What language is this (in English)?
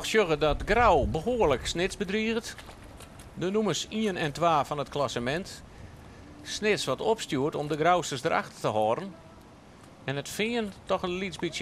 Western Frisian